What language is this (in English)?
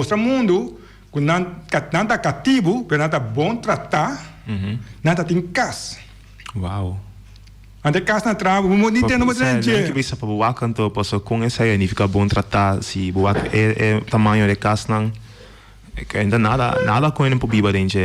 Papiamento